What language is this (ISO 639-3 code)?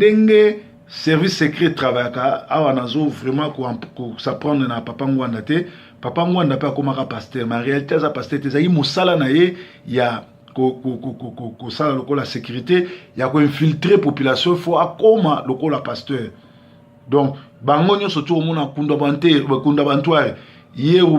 lin